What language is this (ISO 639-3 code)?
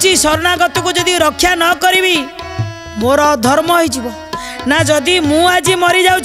ori